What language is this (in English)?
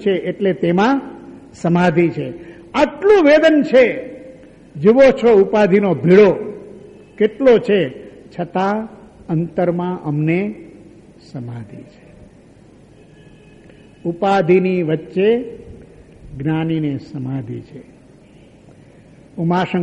Gujarati